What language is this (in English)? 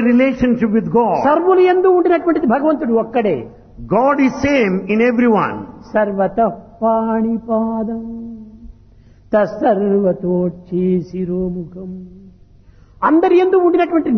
Telugu